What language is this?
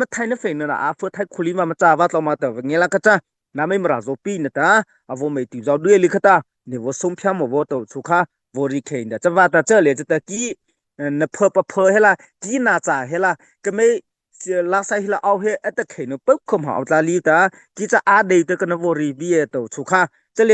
Mara Chin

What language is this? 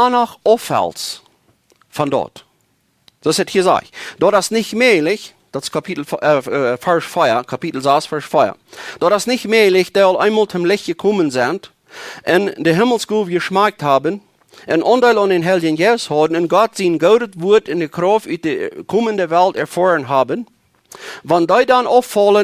Plautdietsch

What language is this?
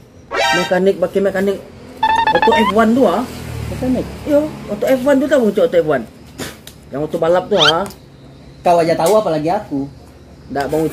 Minangkabau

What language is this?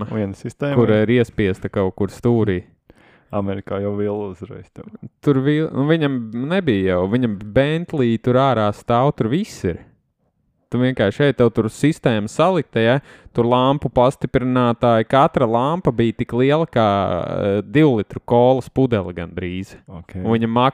Latvian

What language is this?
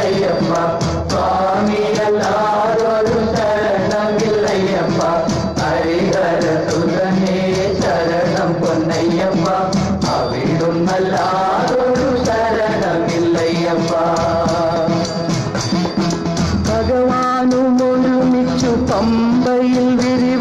Malayalam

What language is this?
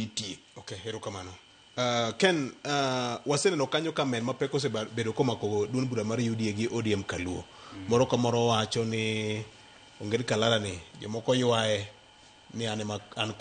Luo (Kenya and Tanzania)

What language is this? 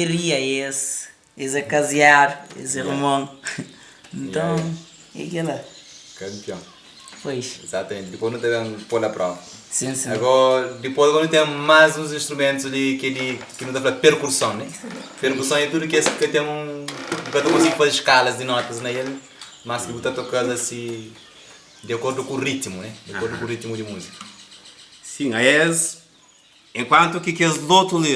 Kabuverdianu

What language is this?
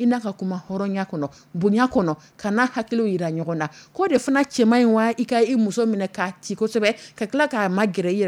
Dyula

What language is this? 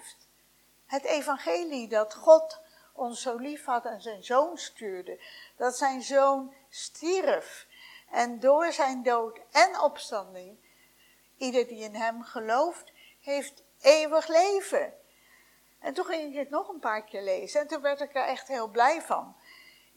Dutch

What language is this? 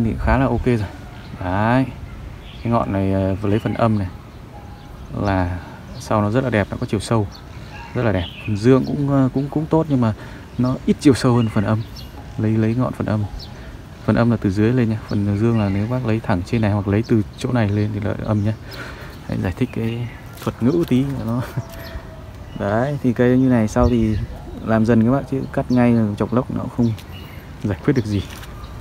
Vietnamese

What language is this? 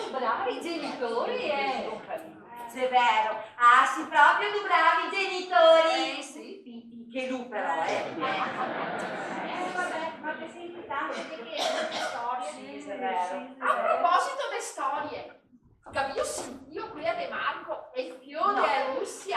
Venetian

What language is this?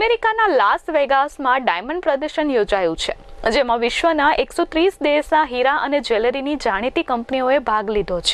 Gujarati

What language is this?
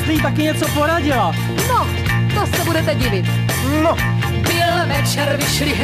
Czech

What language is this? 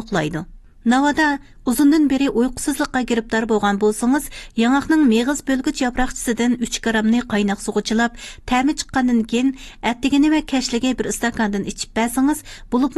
Uyghur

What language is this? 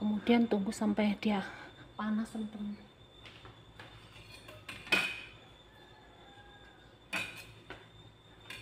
Indonesian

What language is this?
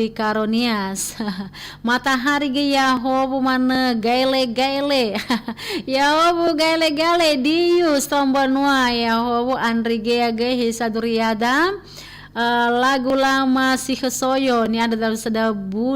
Nias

